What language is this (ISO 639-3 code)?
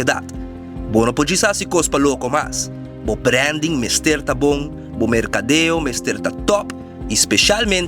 pap